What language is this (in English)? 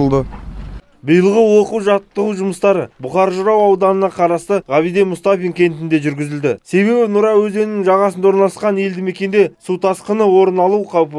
Kazakh